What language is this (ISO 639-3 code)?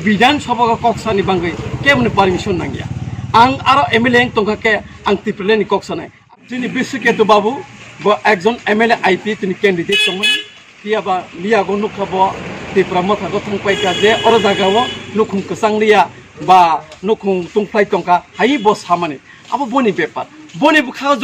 trp